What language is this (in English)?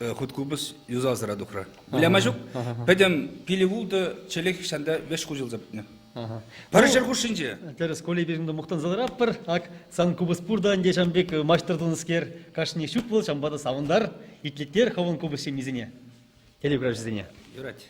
Chuvash